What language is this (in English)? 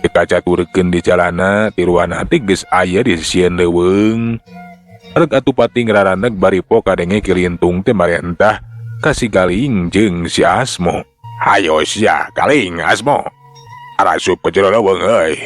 Sundanese